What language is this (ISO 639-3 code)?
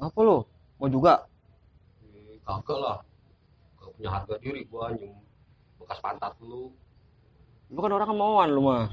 bew